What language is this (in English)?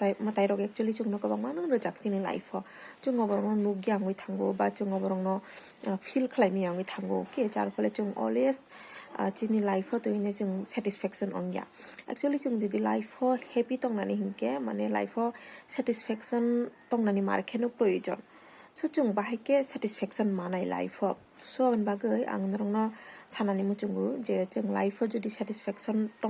Kok Borok